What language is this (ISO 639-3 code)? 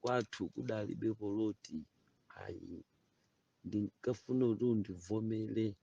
nya